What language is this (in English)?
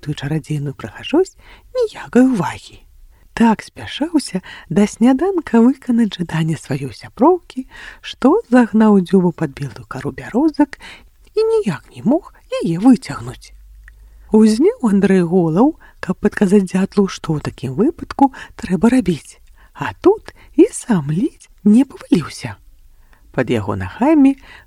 Belarusian